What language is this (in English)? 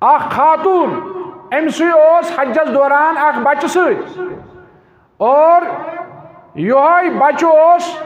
Kashmiri